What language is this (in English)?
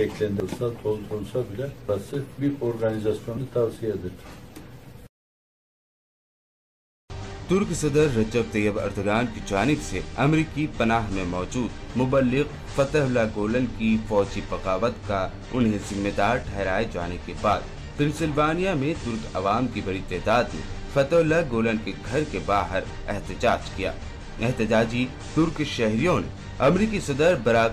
Urdu